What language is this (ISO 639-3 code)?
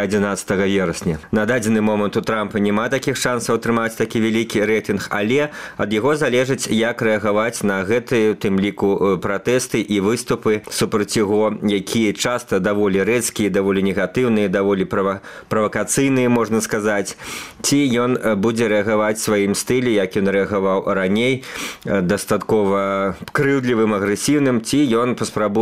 bel